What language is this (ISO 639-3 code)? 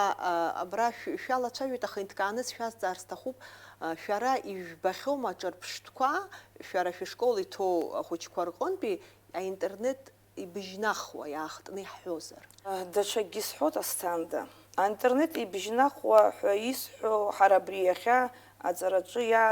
abk